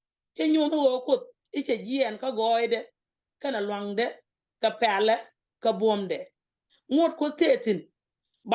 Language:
Nuer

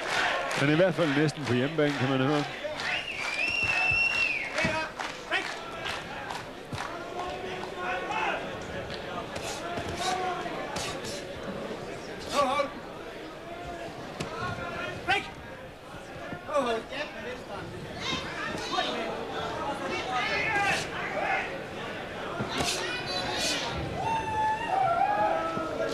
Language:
Danish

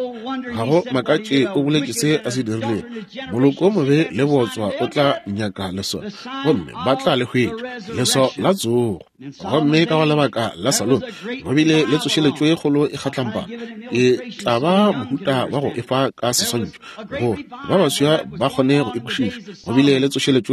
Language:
Northern Sotho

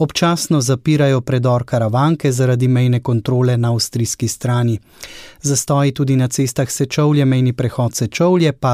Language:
Slovenian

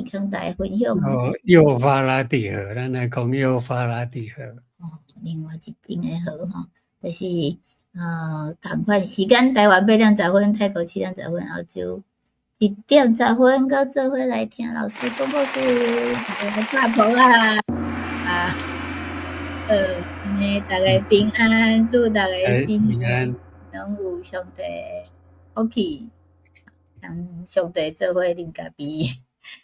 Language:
Min Nan Chinese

